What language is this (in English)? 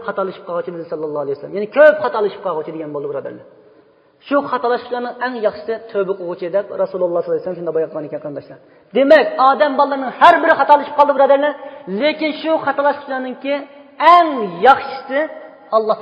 Uyghur